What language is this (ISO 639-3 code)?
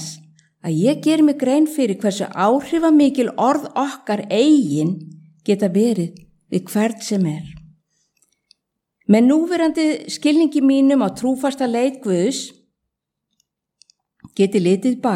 isl